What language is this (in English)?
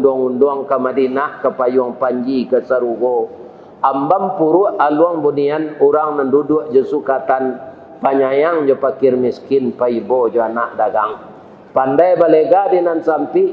Minangkabau